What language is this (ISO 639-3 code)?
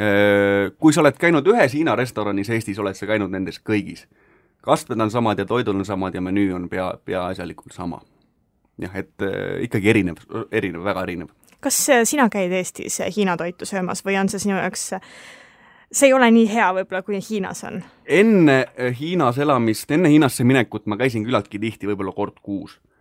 est